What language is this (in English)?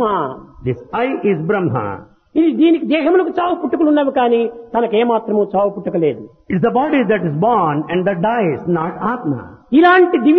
Telugu